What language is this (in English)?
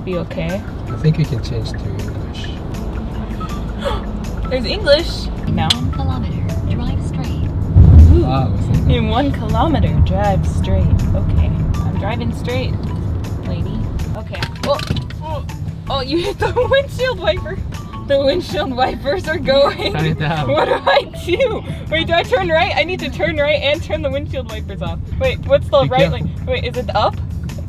English